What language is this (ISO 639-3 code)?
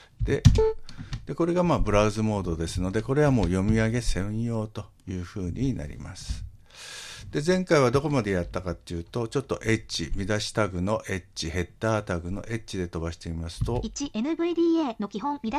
jpn